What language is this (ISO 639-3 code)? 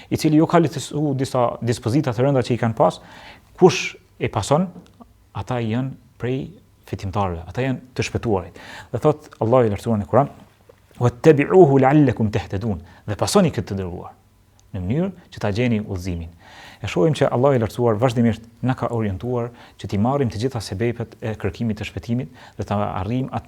sqi